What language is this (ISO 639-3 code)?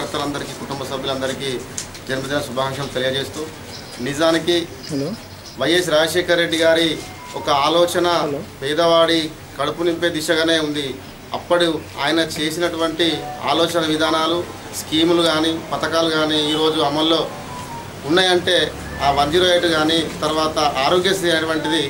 tel